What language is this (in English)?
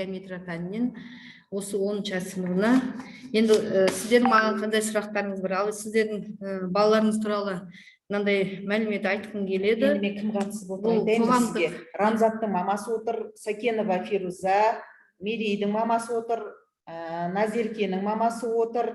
Kazakh